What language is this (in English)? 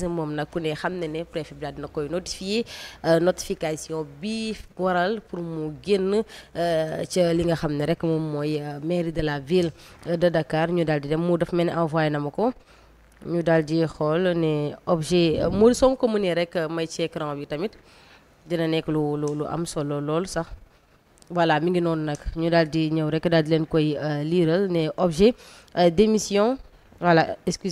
Wolof